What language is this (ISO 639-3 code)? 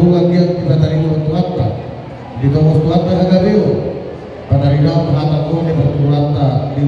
bbc